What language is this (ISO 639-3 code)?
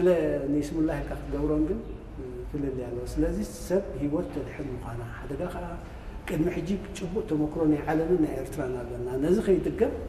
tir